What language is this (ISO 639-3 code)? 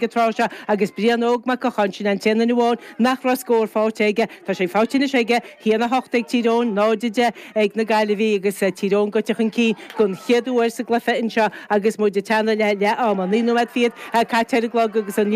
gle